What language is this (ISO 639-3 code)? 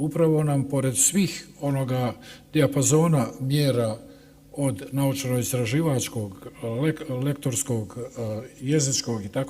bos